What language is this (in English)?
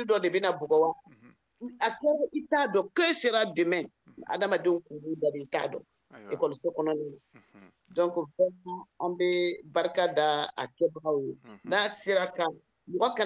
Bambara